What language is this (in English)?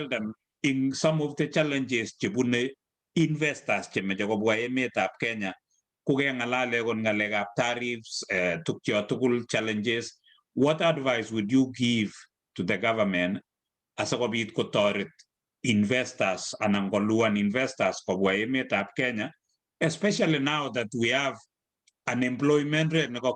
Kalenjin